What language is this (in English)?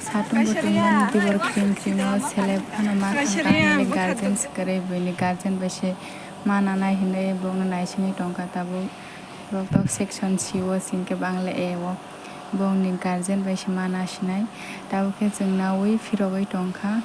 Kok Borok